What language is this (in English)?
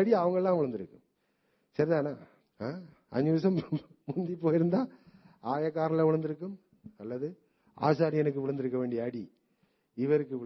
Tamil